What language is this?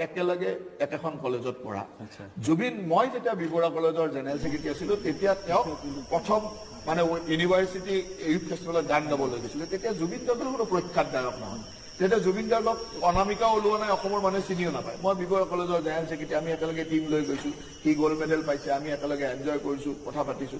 Assamese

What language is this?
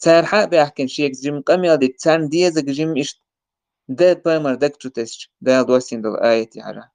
Chechen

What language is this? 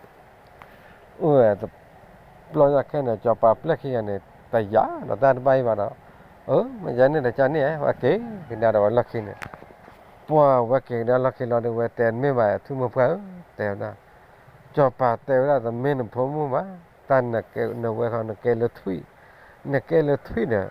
S'gaw Karen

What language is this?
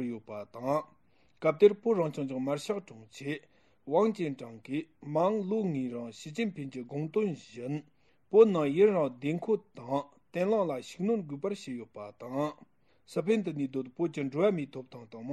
Tibetan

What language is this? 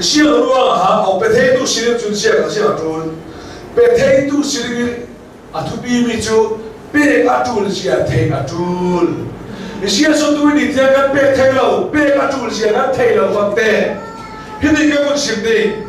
Hakha Chin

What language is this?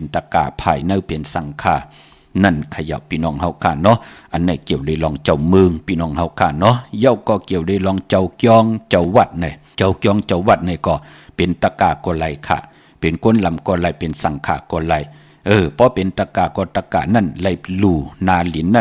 Shan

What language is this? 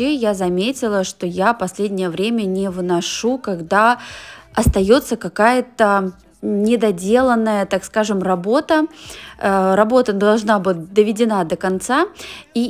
Russian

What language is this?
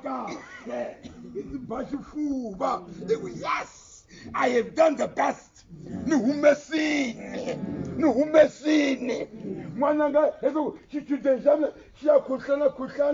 Tsonga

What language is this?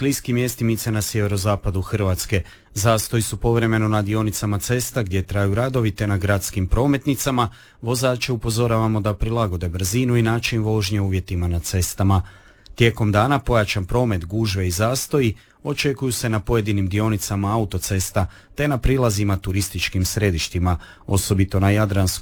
Croatian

